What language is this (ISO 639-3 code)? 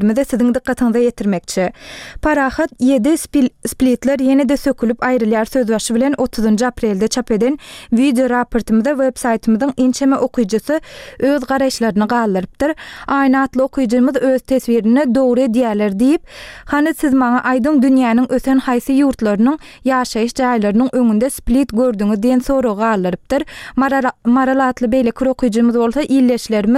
tuk